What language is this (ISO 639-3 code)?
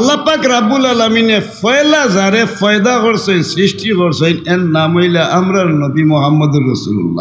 syl